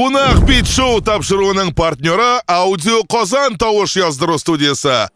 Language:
Tatar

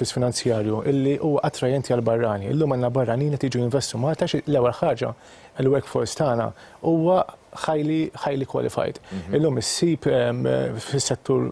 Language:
Maltese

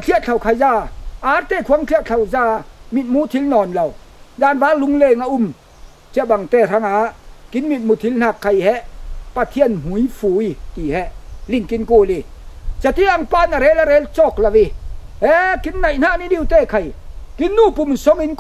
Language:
Falam Chin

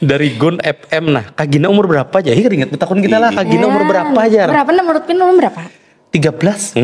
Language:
Banjar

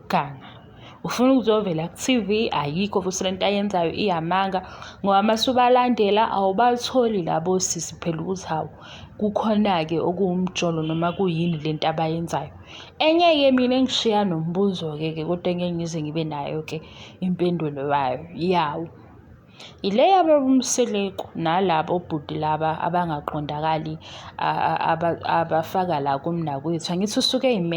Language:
Zulu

